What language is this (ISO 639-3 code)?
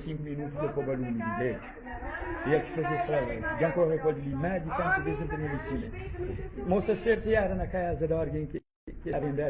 kea